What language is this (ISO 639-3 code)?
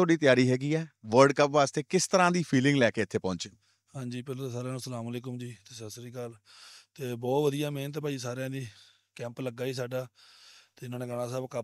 pan